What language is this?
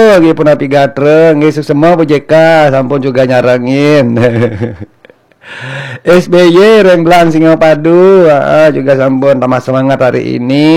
Balinese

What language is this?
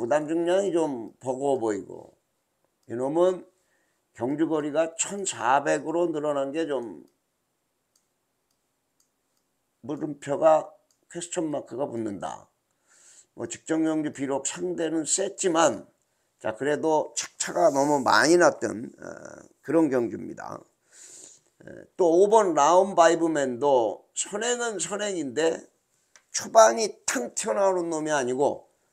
Korean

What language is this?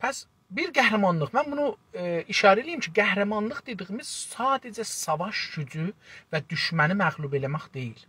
South Azerbaijani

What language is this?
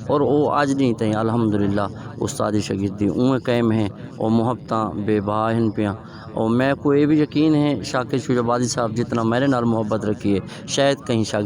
Saraiki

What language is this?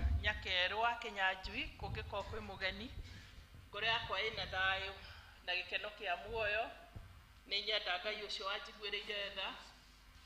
Kikuyu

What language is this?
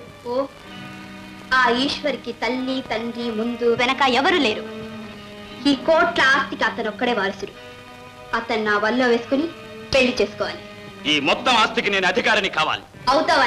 Telugu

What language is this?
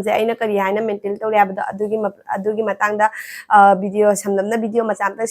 Manipuri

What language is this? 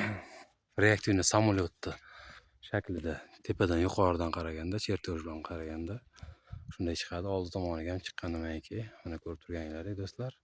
Uzbek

